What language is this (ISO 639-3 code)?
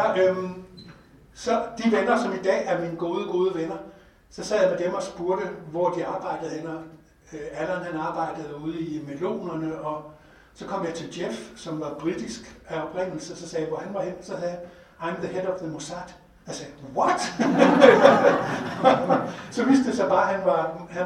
dan